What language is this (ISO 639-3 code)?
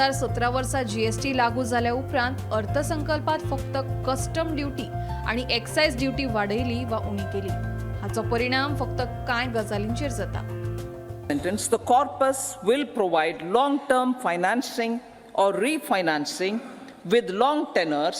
kok